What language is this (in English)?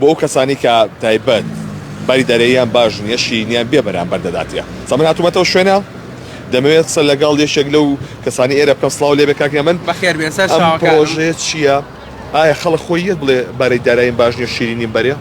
Central Kurdish